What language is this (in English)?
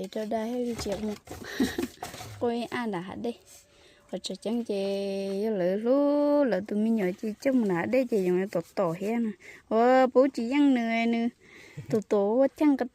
Hmong